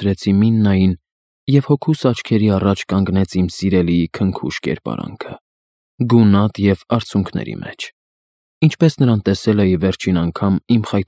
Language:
Armenian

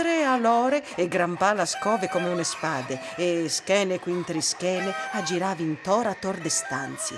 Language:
Friulian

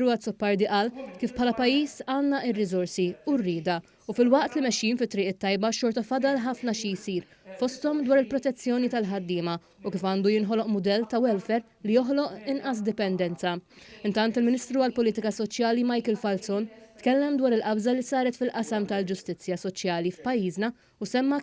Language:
Maltese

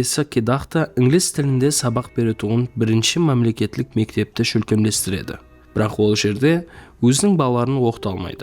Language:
Kara-Kalpak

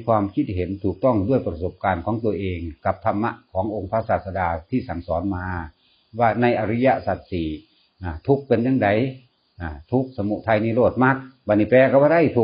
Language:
Northeastern Thai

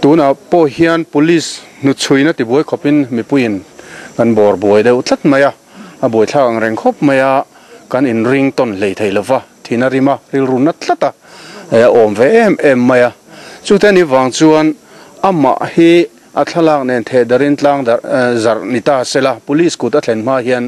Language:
Mizo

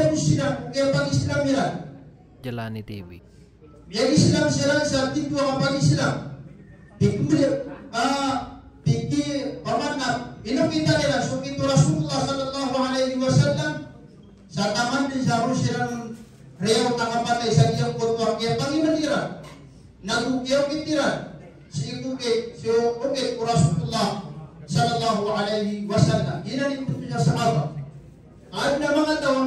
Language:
Maranao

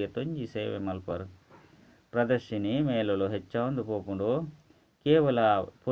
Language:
Tulu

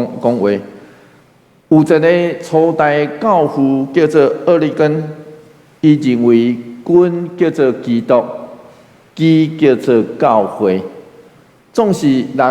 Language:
Min Nan Chinese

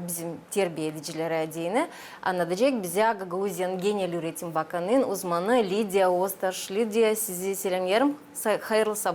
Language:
Gagauz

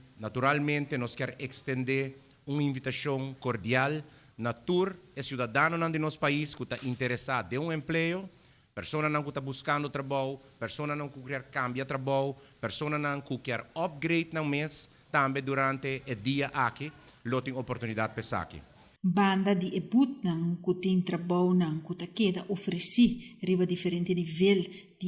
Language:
Papiamento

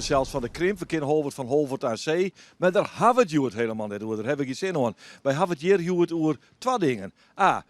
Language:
Western Frisian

